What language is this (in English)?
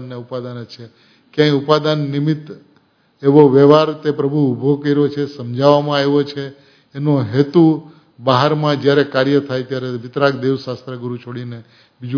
Gujarati